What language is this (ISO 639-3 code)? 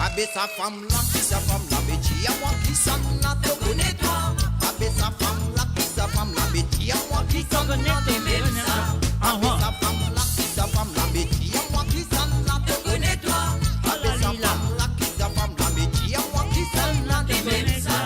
mfe